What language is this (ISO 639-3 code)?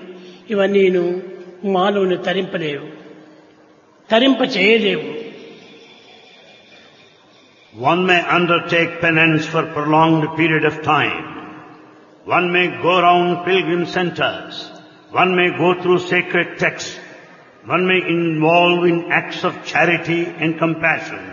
tel